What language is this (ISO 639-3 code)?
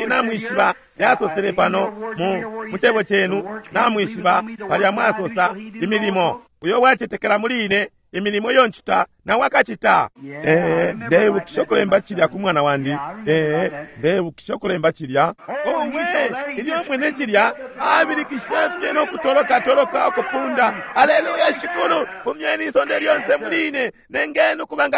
bem